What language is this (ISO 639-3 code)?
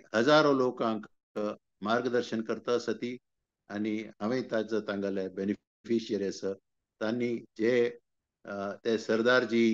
kok